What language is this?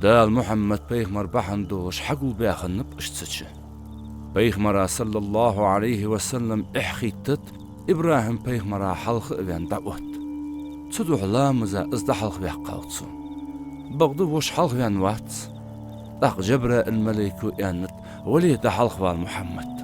Ingush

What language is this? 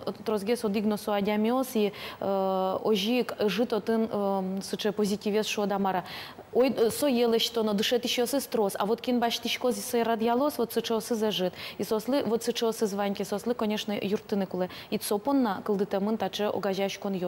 Udmurt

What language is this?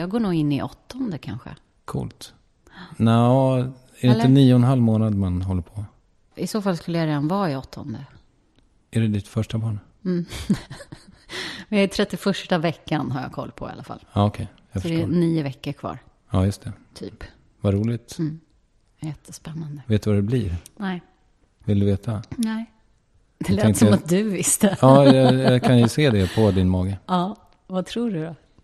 Swedish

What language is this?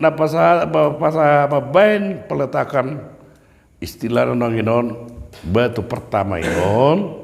Batak Toba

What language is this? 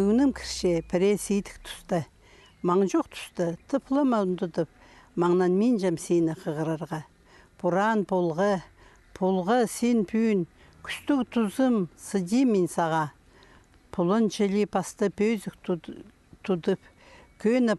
Khakas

